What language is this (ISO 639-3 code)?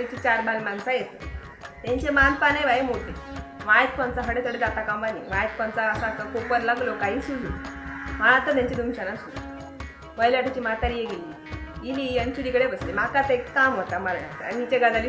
kok